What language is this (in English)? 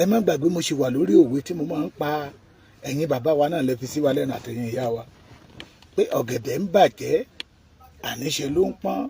Yoruba